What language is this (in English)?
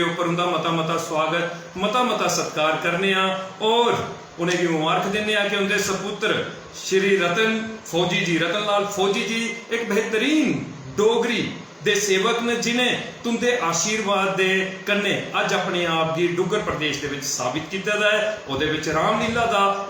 Dogri